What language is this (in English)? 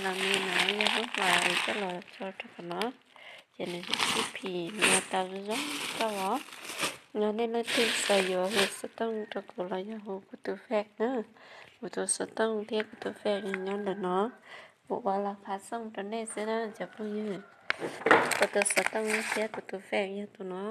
Hmong